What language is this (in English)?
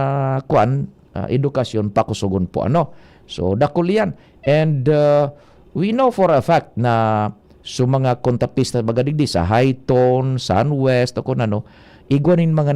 Bikol